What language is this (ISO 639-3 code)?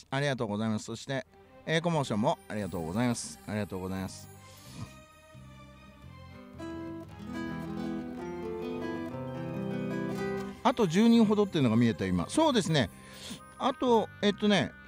jpn